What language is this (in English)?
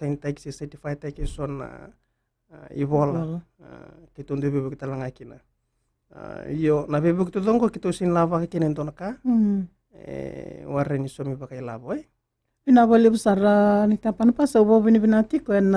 Fijian